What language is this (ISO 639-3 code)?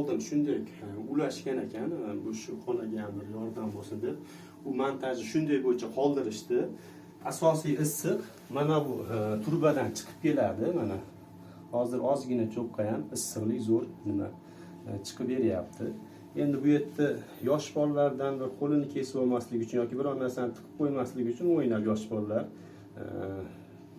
uzb